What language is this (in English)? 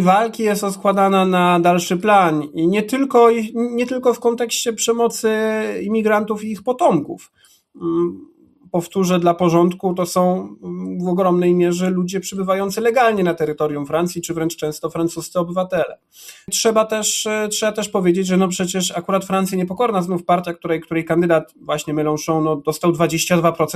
Polish